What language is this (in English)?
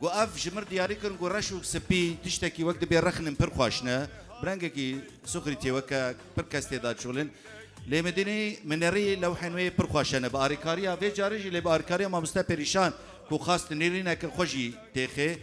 Kurdish